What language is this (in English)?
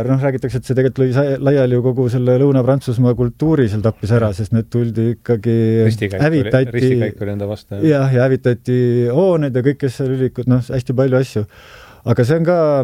Estonian